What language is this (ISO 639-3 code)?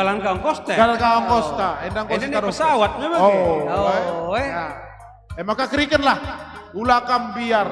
btx